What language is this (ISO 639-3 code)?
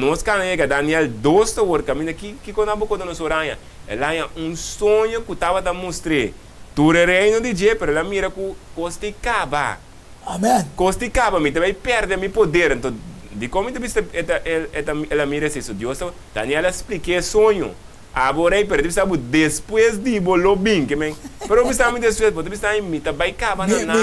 pap